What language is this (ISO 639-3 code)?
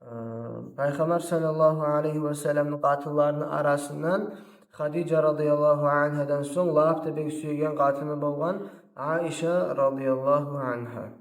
kum